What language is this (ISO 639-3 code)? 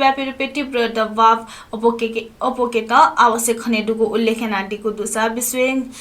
new